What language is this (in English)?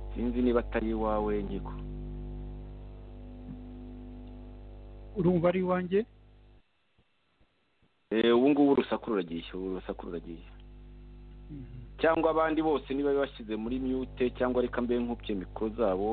Kinyarwanda